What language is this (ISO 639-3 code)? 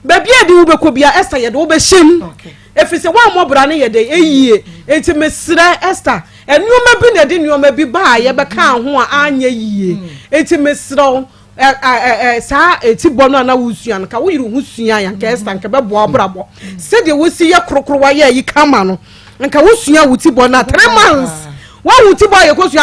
aka